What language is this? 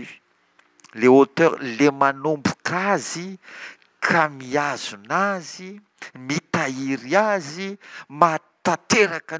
Malagasy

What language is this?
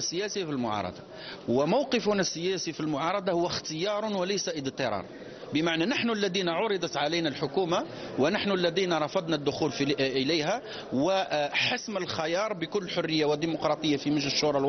Arabic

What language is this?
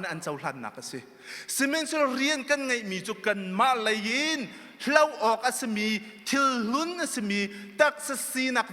Hakha Chin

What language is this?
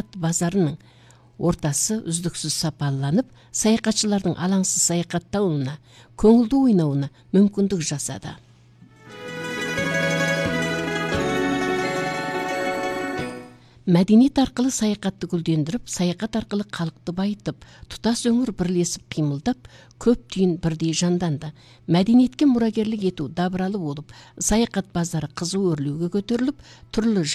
Kazakh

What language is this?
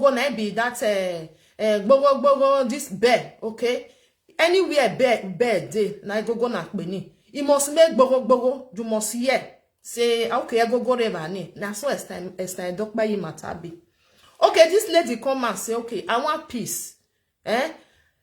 Nigerian Pidgin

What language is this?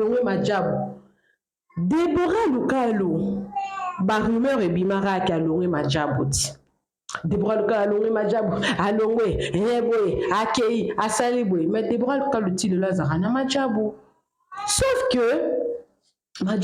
Lingala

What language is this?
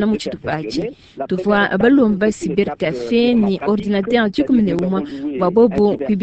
Luba-Lulua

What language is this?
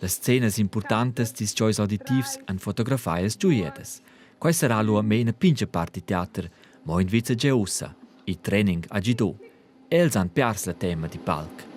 Romansh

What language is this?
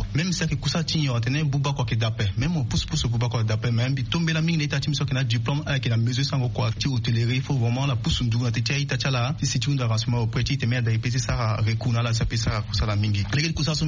Sango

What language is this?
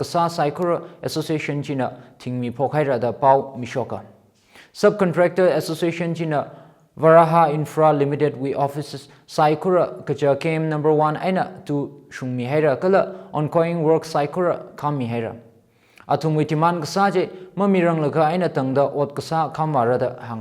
Tangkhul Naga (India)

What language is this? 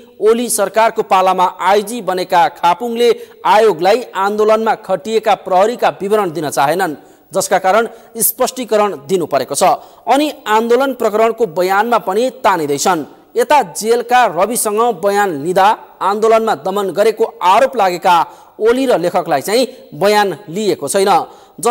Nepali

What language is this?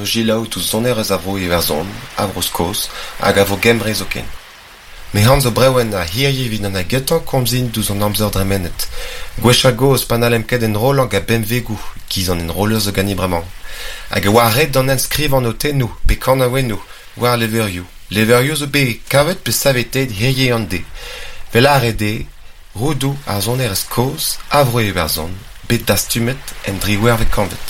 Breton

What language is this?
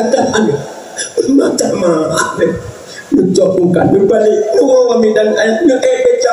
Achinese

